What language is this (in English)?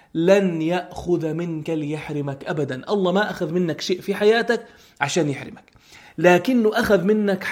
North Levantine Arabic